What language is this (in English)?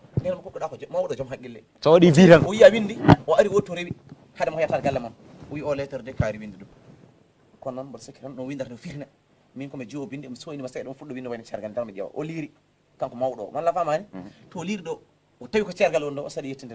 Fula